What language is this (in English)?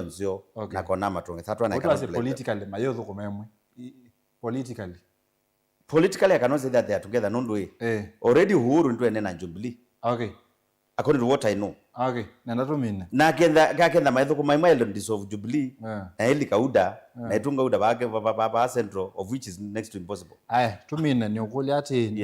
Kamba